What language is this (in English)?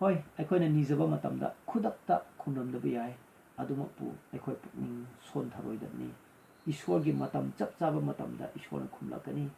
Manipuri